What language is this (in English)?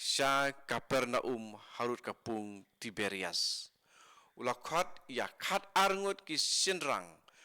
Khasi